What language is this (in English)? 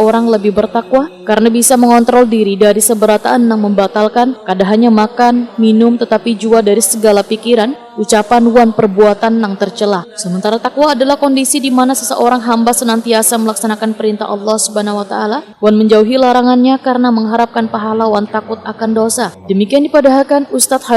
Banjar